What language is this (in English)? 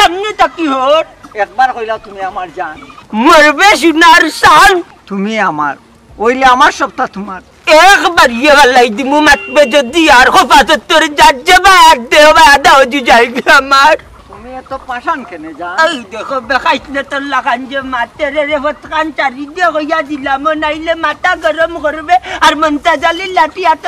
Sylheti